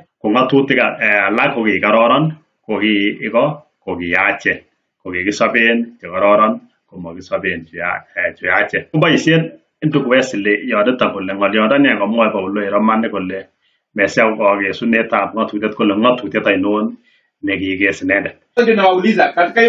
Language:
Kalenjin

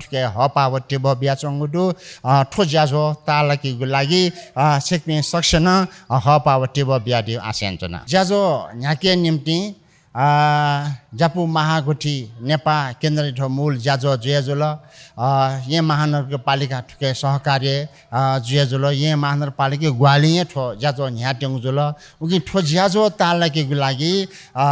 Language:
Newari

